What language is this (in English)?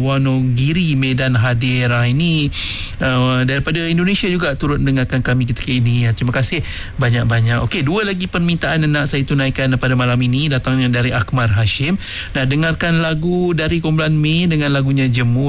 Malay